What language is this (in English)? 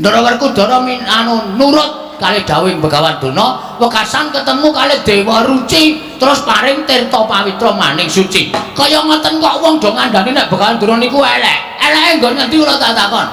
Javanese